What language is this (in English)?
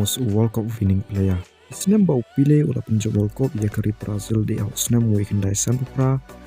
Khasi